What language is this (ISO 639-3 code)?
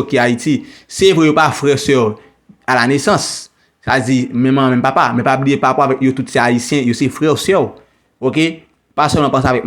hat